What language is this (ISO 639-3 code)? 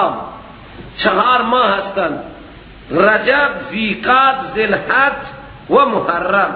fas